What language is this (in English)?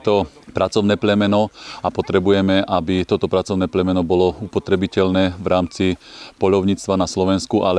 Slovak